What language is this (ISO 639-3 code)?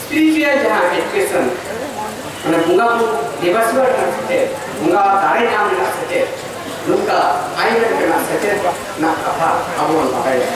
sat